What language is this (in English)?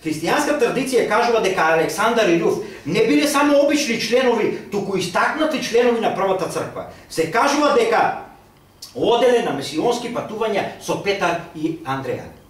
Macedonian